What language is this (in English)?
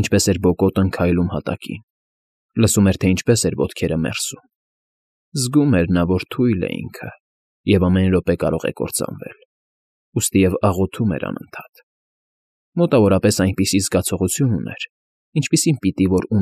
Armenian